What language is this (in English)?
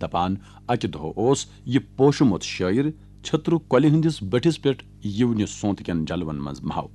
Kashmiri